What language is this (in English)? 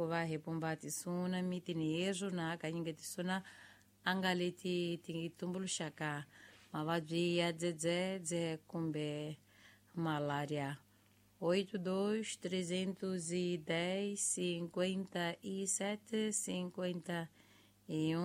Tsonga